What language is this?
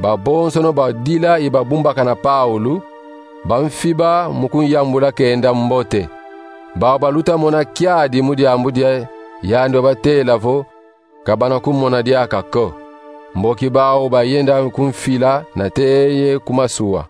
Kongo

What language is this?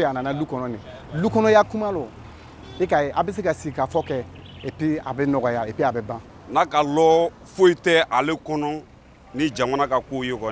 Bambara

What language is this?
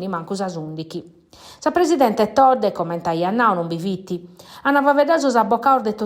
Sardinian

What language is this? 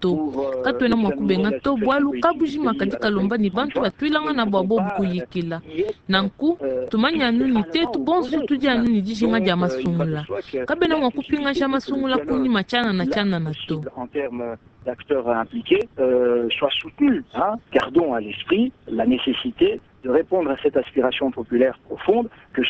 Luba-Lulua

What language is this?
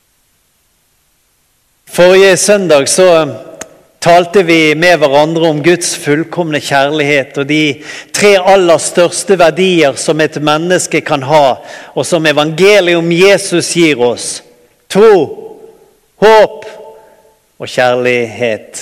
Norwegian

